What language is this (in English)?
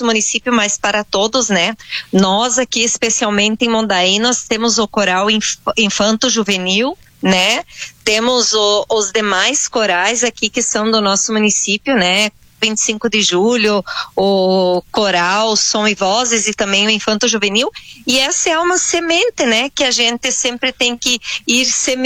Portuguese